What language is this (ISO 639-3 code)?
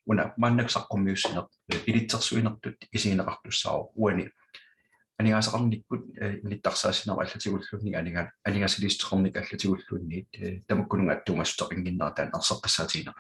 kal